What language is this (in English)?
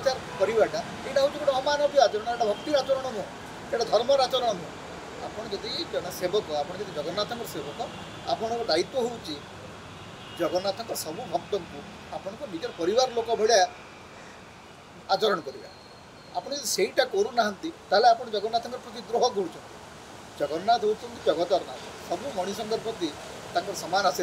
Odia